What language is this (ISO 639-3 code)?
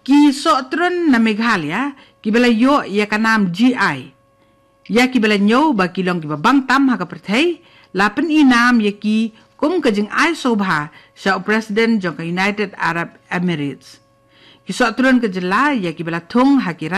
kha